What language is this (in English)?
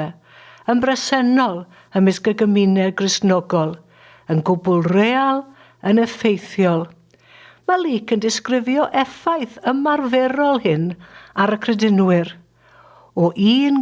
Welsh